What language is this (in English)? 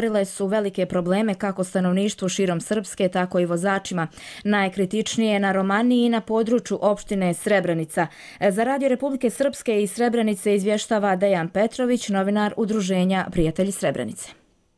Croatian